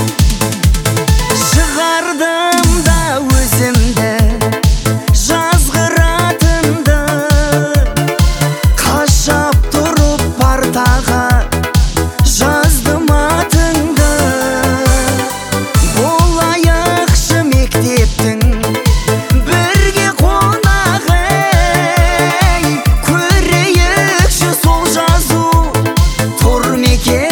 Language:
Kazakh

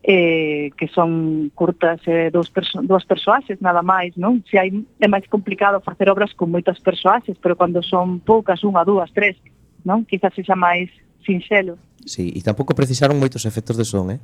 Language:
Galician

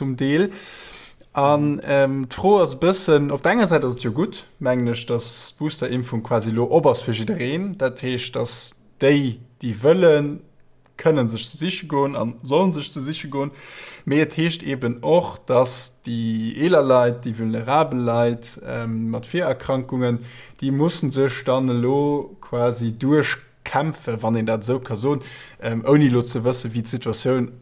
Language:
Luxembourgish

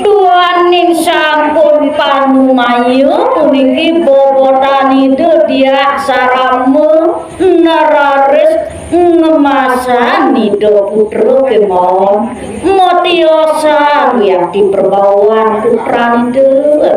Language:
Balinese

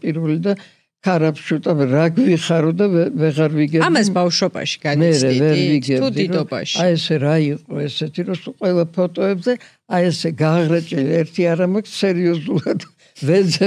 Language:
Georgian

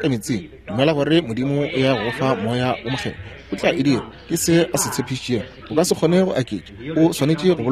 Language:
Northern Sotho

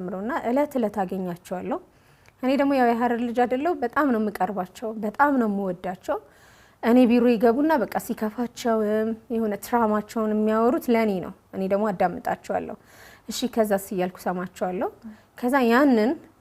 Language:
Amharic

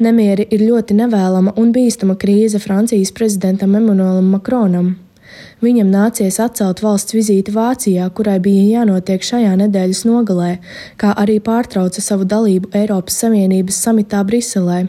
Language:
Latvian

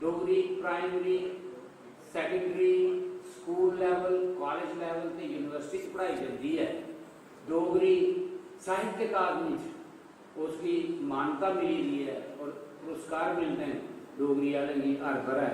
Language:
Dogri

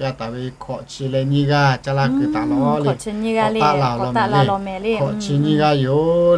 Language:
Lahu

